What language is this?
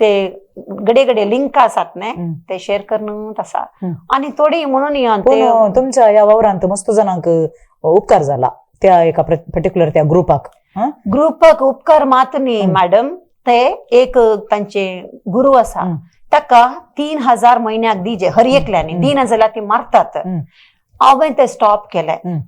Konkani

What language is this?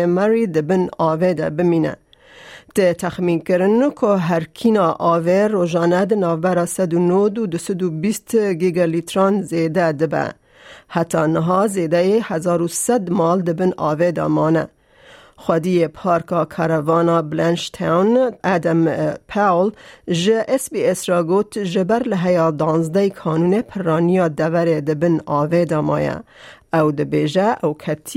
Kurdish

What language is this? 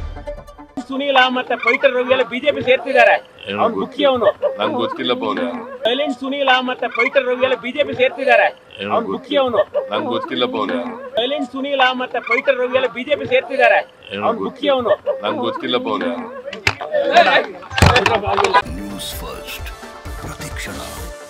Kannada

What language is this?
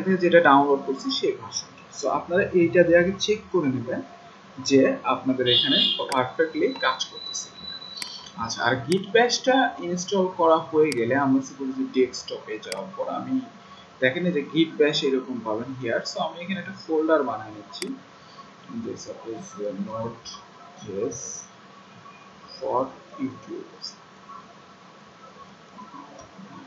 Bangla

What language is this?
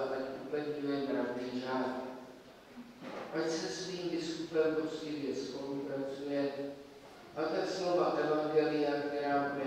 Czech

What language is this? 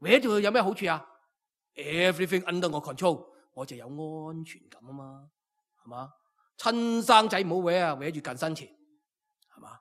Cantonese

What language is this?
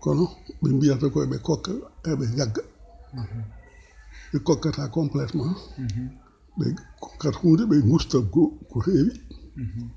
Fula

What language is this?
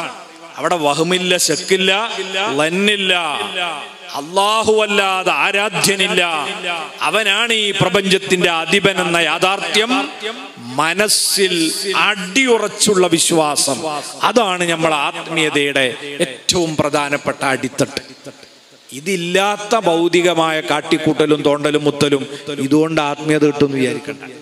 Malayalam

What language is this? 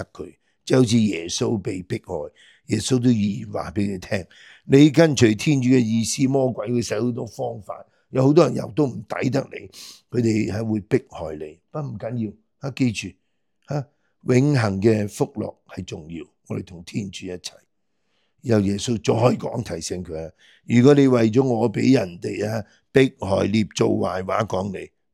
Cantonese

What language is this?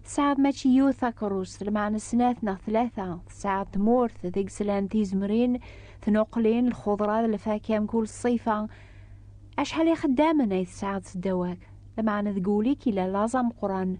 Kabyle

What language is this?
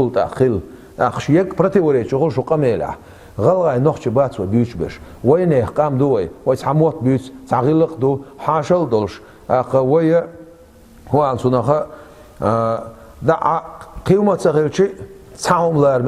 Chechen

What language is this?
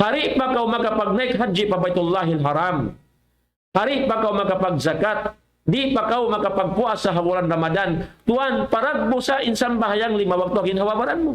Tausug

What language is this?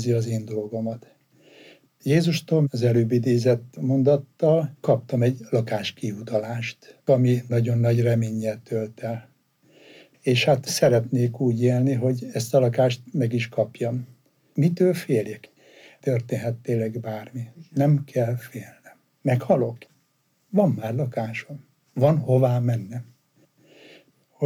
Hungarian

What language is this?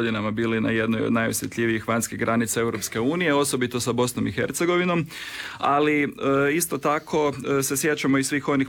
Croatian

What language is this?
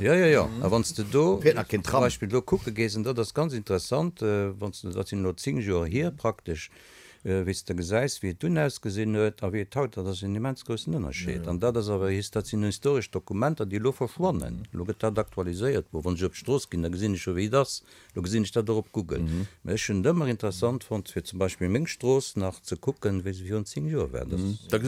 Luxembourgish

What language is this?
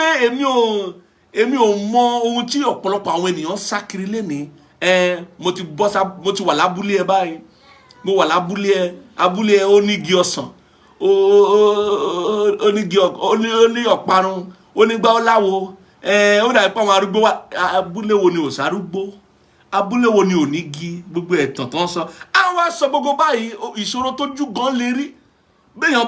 Yoruba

